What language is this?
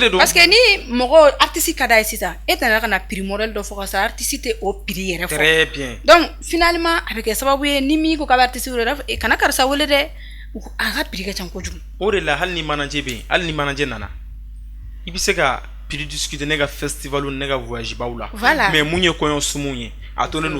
Bambara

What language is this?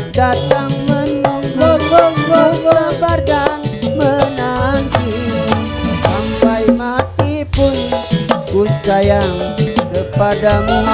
Betawi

